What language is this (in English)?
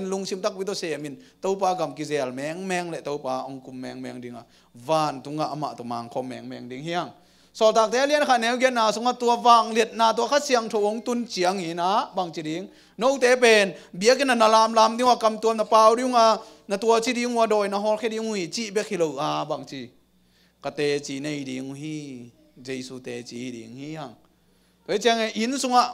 Tedim Chin